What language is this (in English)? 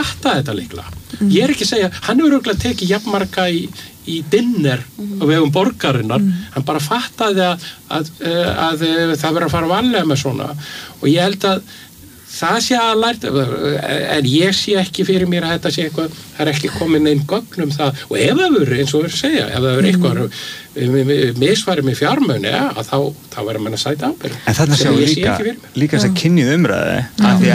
Icelandic